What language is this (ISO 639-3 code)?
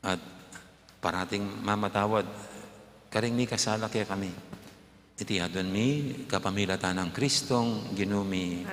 pam